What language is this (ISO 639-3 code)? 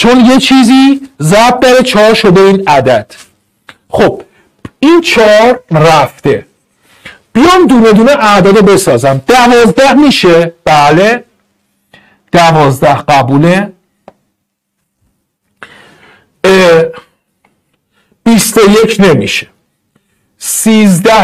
fas